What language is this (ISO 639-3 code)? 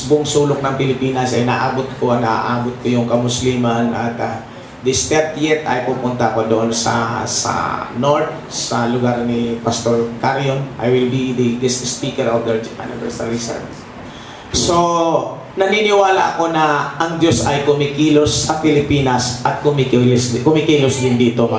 fil